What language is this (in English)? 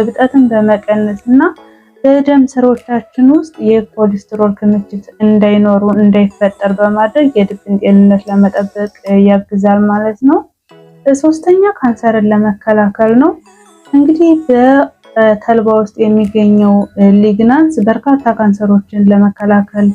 Amharic